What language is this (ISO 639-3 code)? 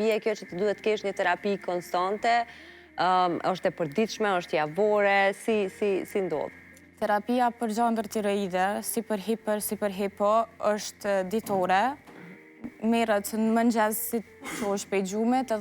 sqi